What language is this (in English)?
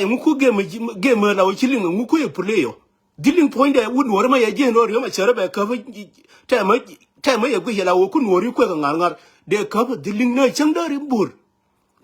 Nuer